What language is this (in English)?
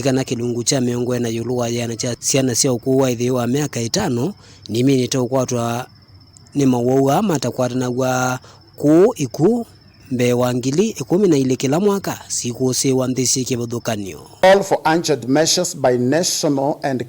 Kamba